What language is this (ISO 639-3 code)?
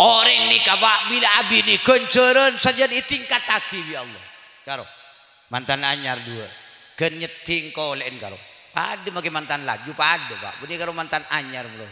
mad